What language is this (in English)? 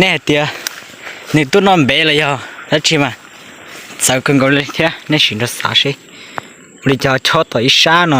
Hmong